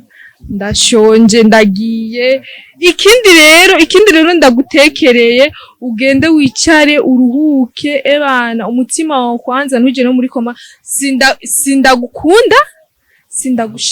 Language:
Rundi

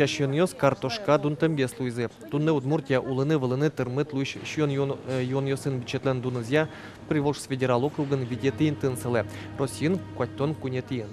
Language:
Udmurt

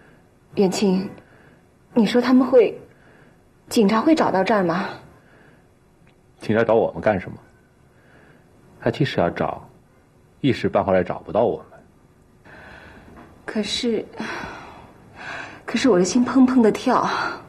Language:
Chinese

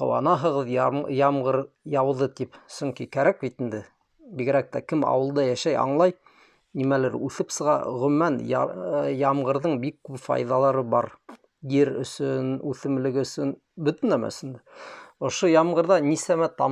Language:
Bashkir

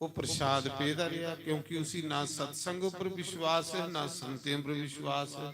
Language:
Dogri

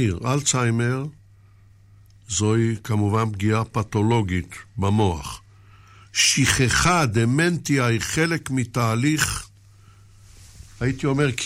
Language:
Hebrew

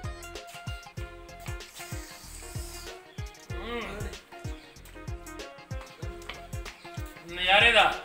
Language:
Punjabi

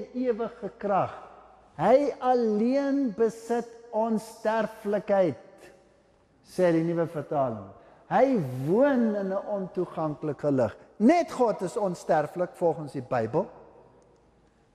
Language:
Afrikaans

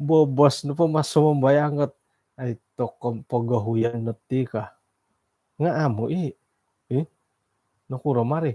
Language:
Central Dusun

